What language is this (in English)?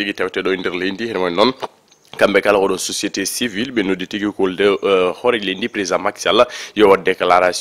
Fula